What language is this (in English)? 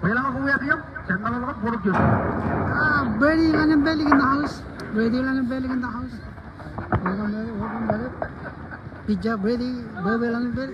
Marshallese